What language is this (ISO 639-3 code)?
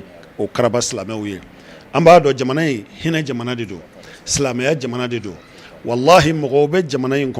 bam